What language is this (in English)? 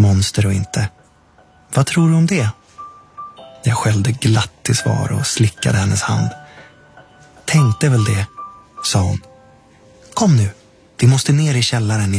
Swedish